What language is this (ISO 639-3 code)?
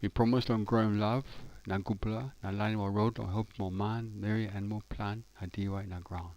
tpi